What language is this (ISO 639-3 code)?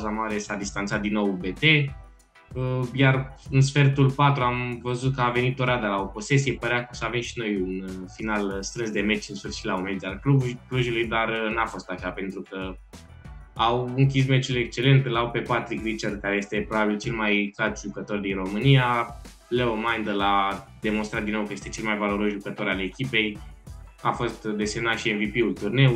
ron